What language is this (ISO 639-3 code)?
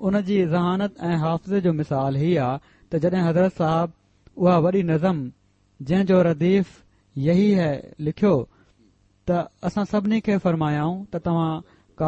snd